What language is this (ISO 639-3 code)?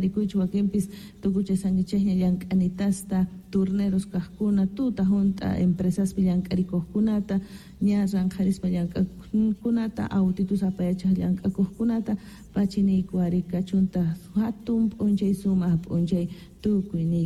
quh